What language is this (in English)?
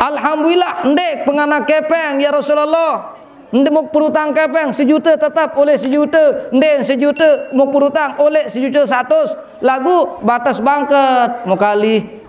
Sasak